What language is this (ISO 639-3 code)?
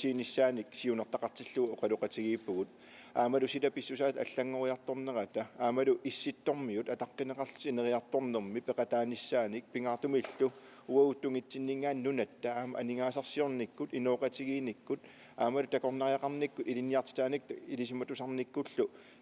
kal